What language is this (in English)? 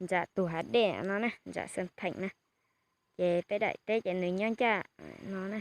Hmong